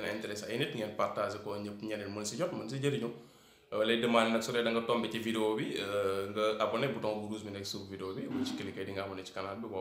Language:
Wolof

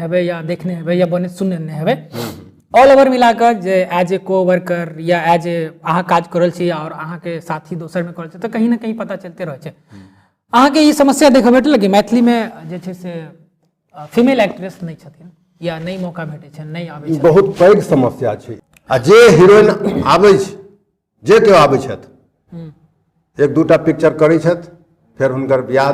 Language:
Maithili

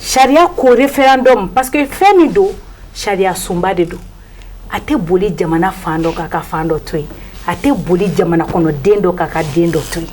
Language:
Bambara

